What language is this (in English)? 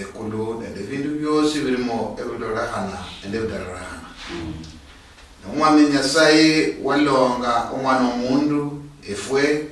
Luyia